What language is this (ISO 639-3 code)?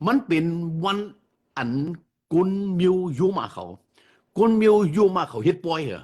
shn